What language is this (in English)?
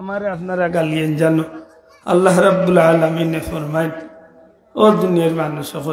Sylheti